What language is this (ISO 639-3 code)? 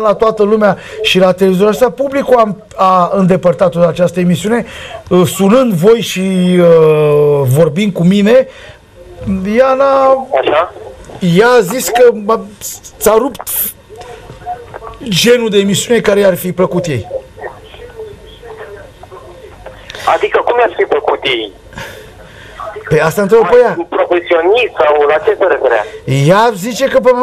ron